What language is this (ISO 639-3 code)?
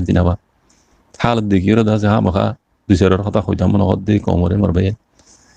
rhg